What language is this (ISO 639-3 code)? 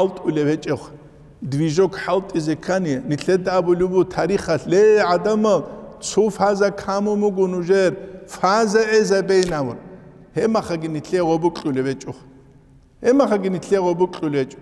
ava